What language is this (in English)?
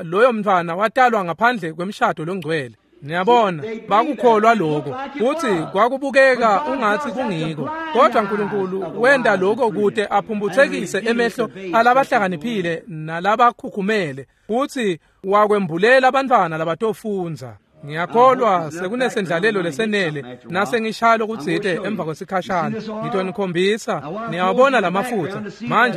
Swati